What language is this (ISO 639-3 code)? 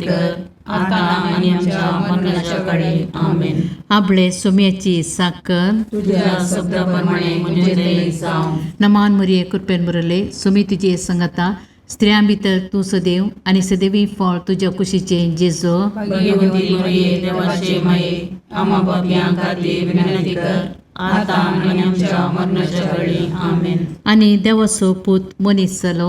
kok